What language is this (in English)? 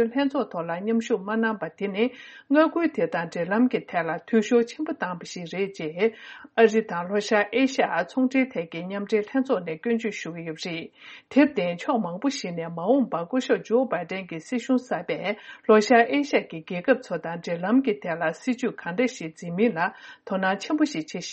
Tibetan